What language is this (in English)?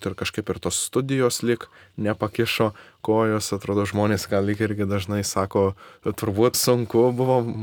Lithuanian